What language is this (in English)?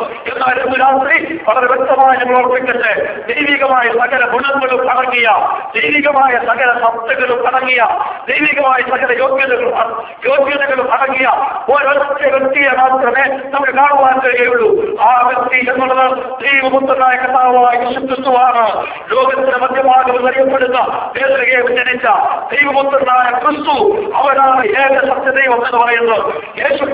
Malayalam